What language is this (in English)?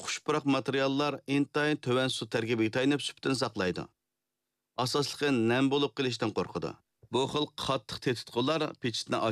Uyghur